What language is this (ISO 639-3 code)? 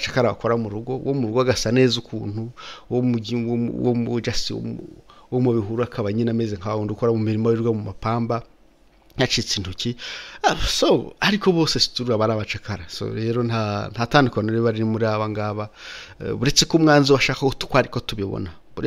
kin